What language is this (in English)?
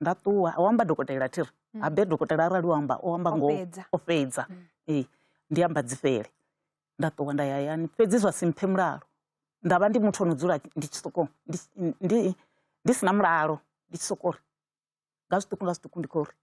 Venda